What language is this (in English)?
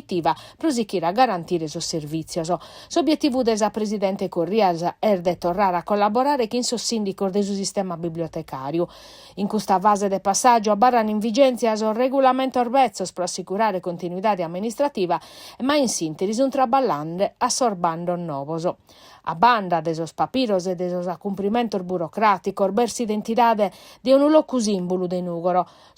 Sardinian